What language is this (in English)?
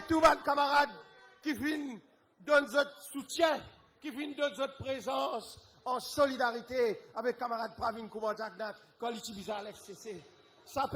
Morisyen